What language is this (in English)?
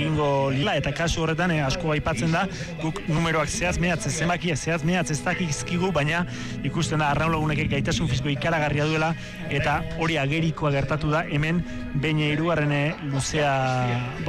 Basque